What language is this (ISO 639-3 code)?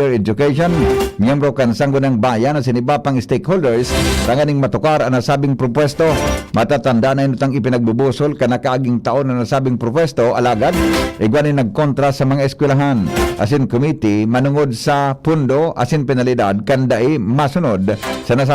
bik